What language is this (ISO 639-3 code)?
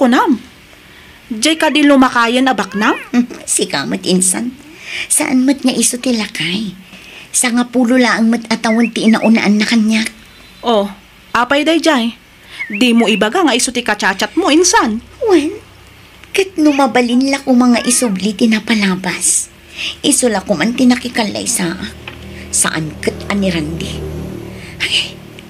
ilo